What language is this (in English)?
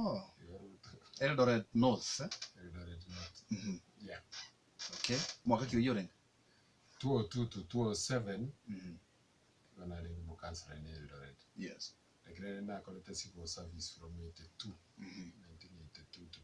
Gusii